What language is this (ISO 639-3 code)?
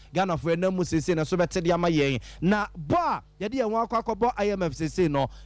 aka